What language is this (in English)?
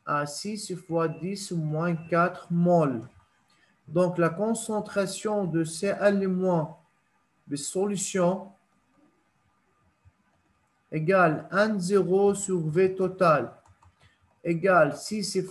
French